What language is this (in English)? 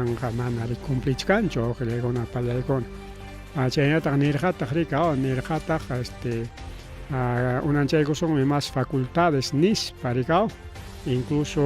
Ayacucho Quechua